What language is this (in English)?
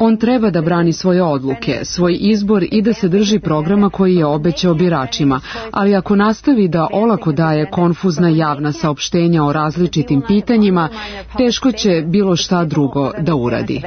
Serbian